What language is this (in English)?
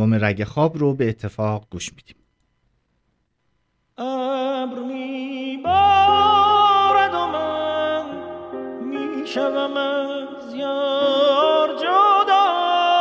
Persian